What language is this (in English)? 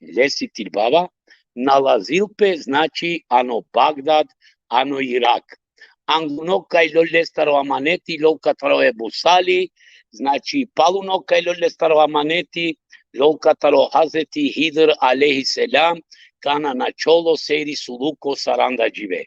Balkan Romani